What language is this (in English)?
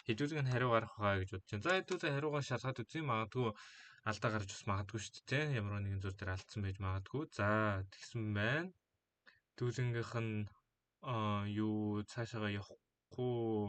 Mongolian